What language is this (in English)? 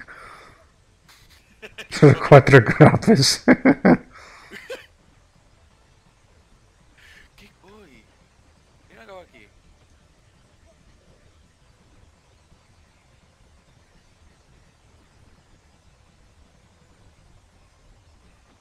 Catalan